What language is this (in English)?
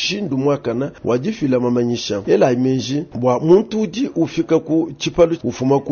Luba-Lulua